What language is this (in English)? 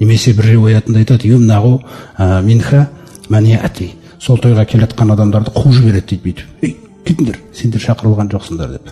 Kazakh